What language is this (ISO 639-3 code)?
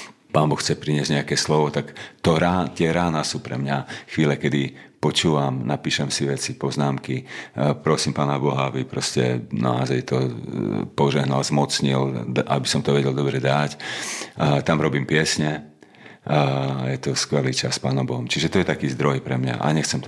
slk